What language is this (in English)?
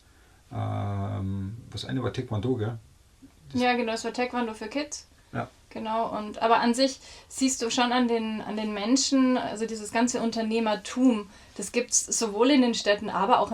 Bavarian